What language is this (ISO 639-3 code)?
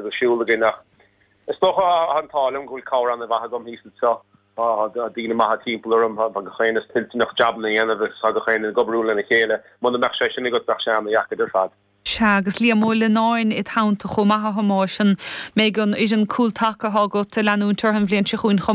gle